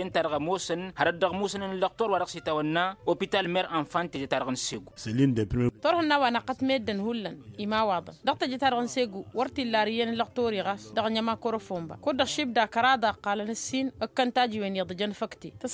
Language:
Tamasheq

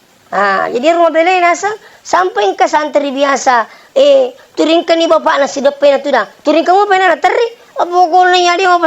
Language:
Buginese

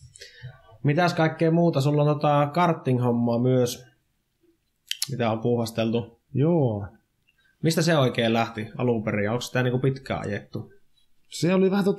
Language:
Finnish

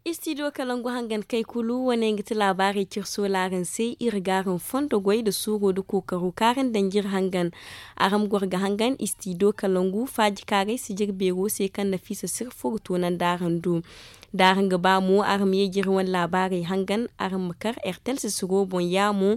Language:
Zarma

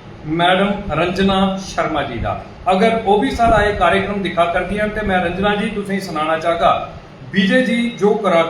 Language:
Dogri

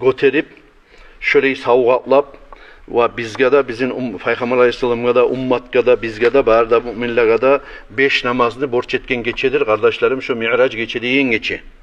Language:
Kumyk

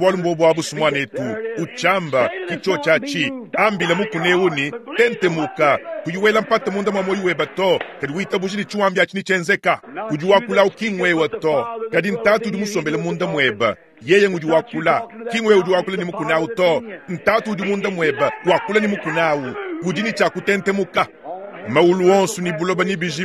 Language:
Luba-Lulua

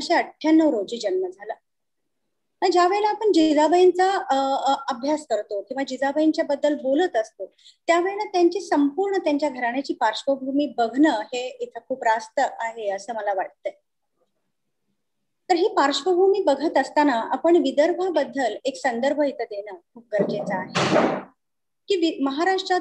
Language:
Marathi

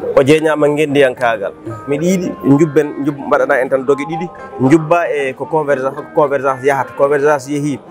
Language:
Fula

